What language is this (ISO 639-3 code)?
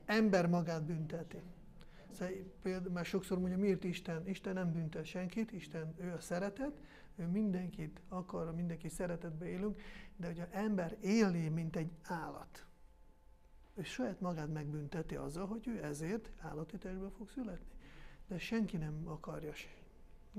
hun